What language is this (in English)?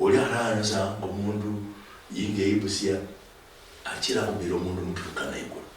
Luyia